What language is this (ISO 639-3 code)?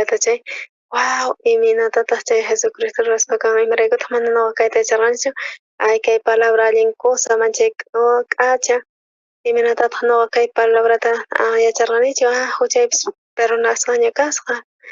quh